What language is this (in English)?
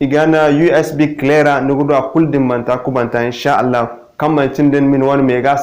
Zarma